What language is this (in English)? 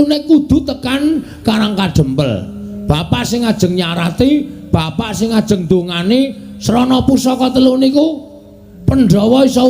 Javanese